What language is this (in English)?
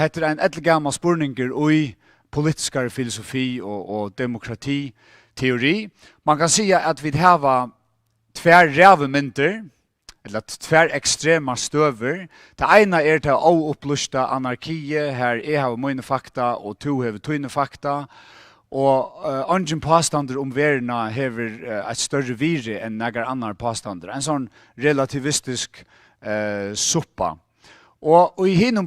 Faroese